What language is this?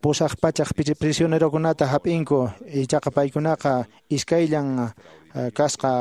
Quechua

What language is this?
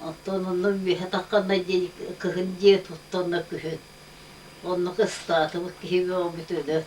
Yakut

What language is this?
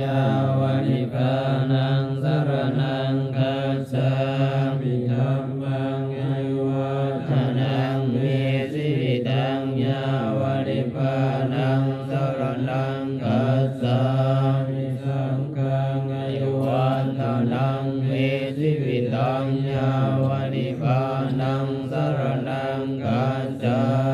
Pali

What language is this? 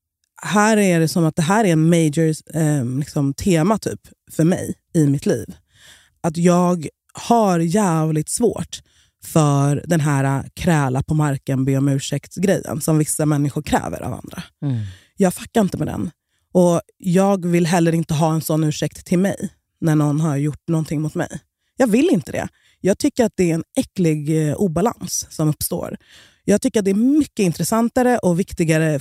Swedish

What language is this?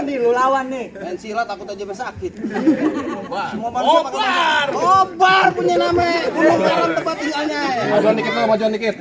Betawi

